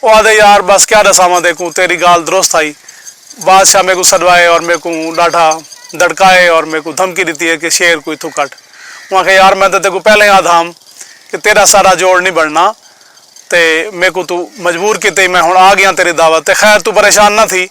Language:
Saraiki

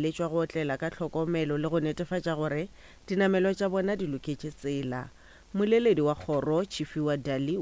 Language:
Northern Sotho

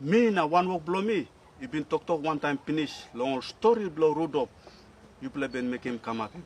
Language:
Tok Pisin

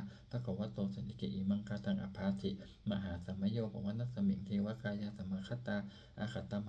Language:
Pali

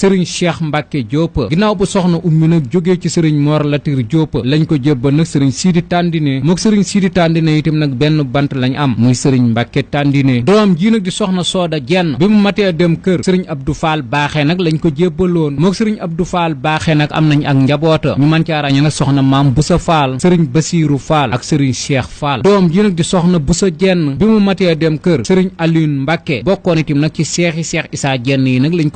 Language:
Wolof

